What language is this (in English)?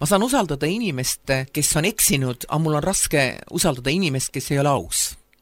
Estonian